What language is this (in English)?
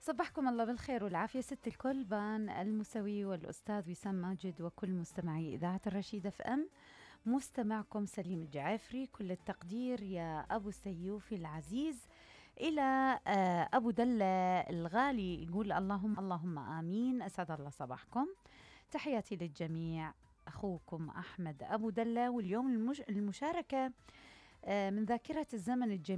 Mesopotamian Arabic